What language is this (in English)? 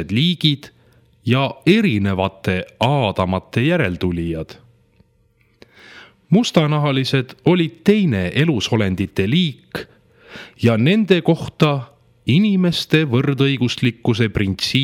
Estonian